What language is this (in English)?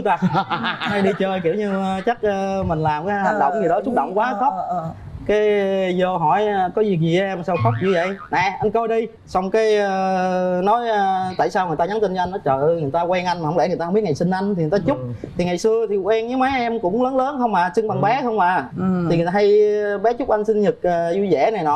Vietnamese